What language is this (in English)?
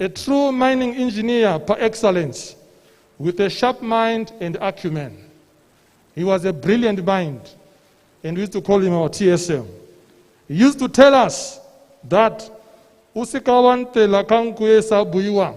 Tswana